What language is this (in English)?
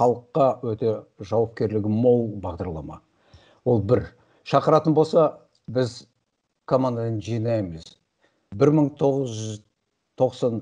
Kazakh